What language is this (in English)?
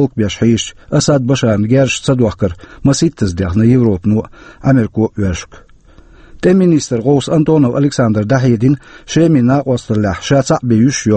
Chechen